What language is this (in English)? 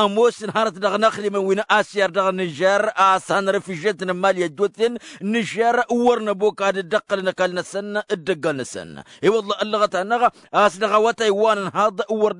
Tamasheq